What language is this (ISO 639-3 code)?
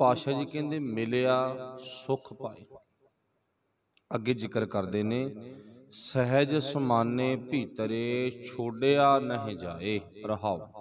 pan